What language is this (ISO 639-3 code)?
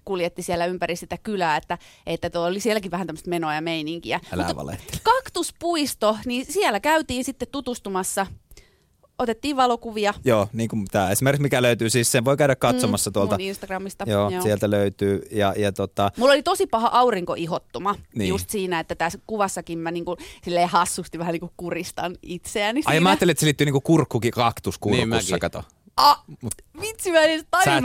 fin